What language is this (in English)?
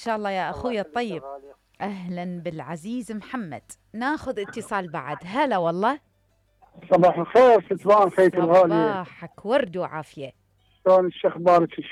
Mesopotamian Arabic